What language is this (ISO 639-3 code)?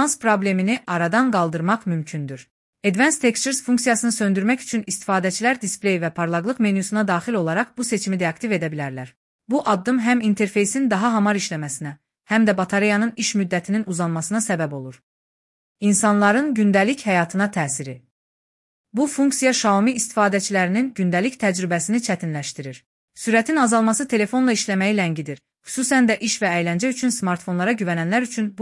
aze